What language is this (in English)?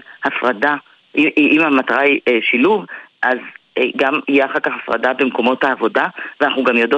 Hebrew